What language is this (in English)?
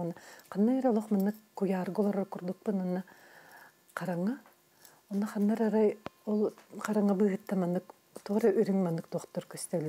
Yakut